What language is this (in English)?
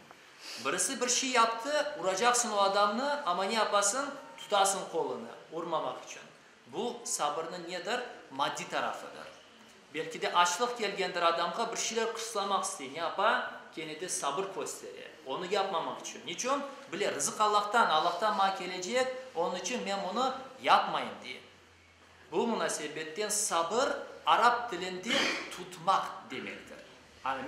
Crimean Tatar